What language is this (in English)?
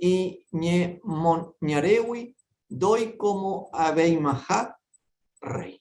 Guarani